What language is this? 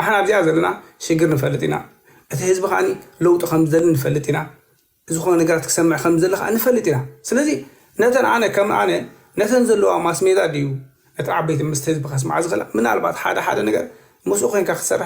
Tigrinya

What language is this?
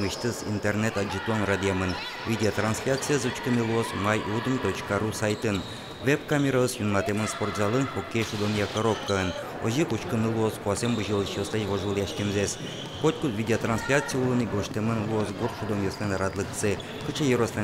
Udmurt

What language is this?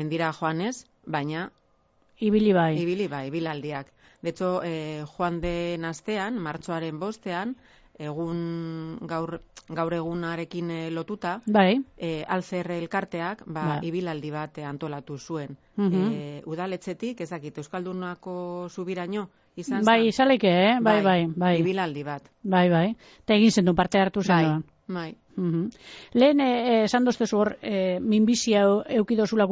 Basque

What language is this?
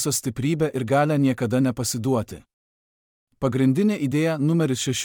Lithuanian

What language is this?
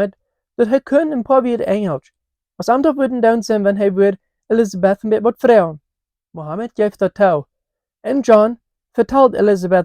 Plautdietsch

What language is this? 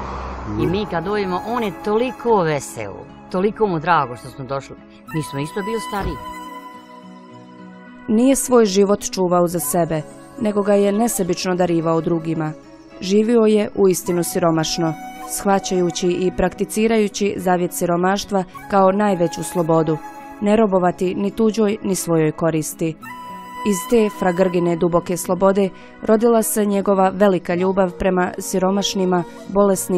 Croatian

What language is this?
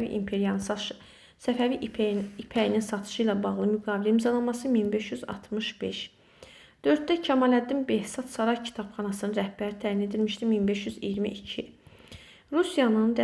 Azerbaijani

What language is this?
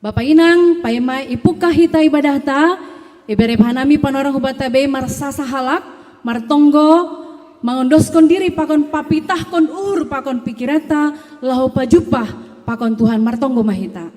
Batak Simalungun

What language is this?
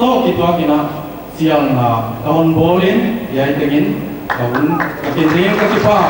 Paite Chin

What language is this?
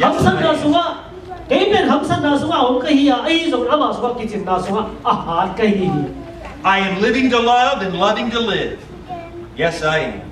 Tedim Chin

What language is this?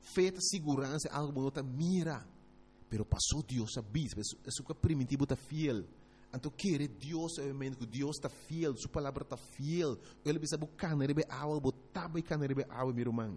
Papiamento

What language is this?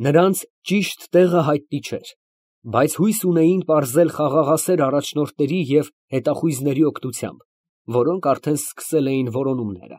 Armenian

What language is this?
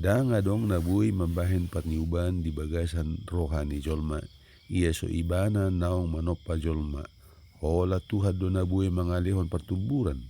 Batak Toba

